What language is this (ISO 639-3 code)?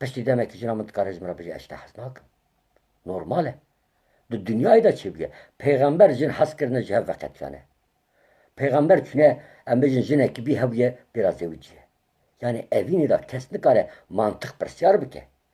kur